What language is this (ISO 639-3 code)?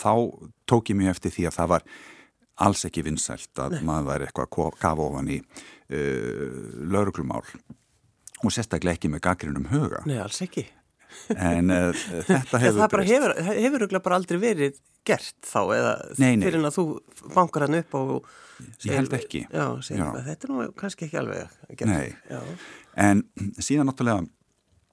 isl